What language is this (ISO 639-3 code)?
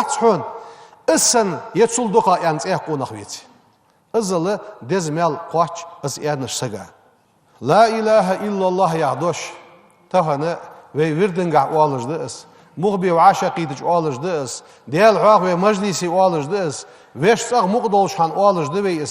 inh